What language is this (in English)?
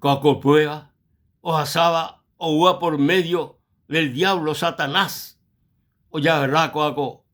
Guarani